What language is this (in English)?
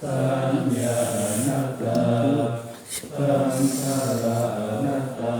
Pali